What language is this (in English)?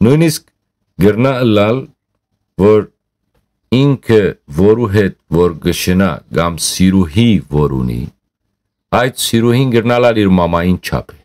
Western Armenian